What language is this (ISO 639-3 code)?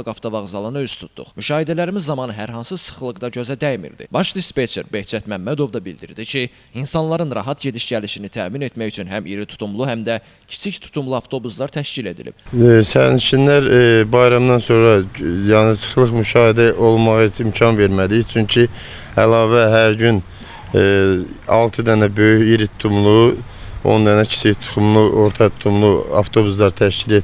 aze